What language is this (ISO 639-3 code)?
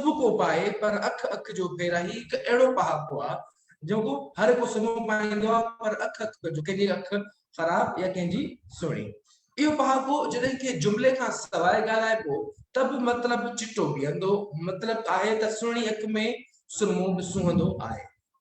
snd